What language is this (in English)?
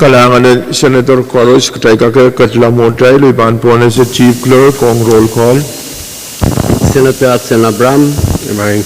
Pohnpeian